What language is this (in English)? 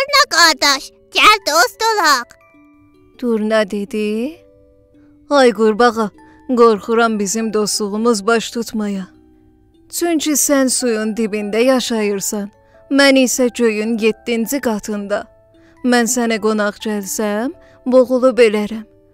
South Azerbaijani